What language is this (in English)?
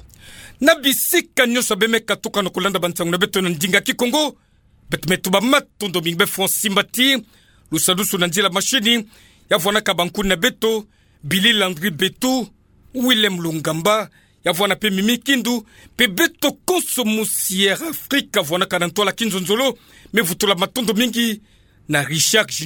Kituba (Democratic Republic of Congo)